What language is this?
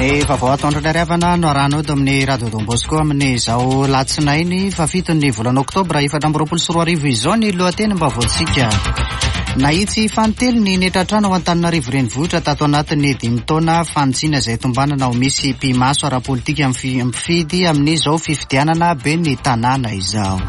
Malagasy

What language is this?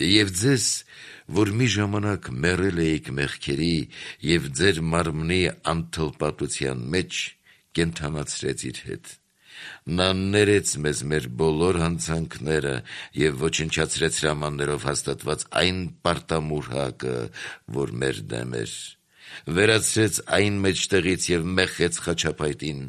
Armenian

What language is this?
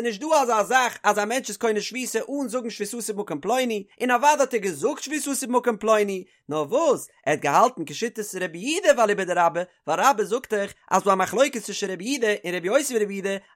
Yiddish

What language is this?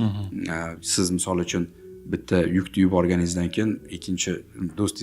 Uzbek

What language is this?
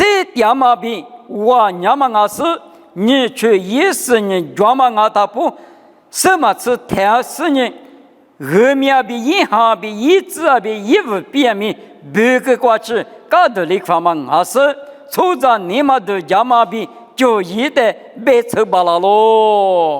Lisu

